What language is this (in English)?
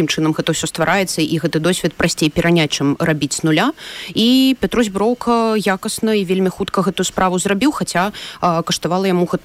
Belarusian